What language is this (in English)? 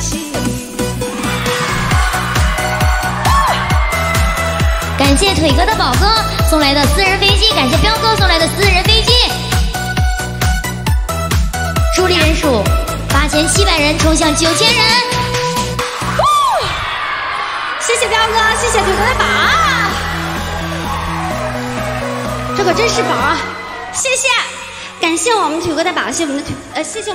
Chinese